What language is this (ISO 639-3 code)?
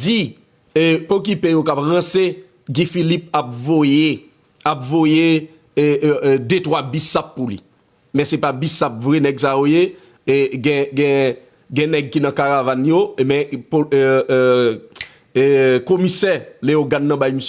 hat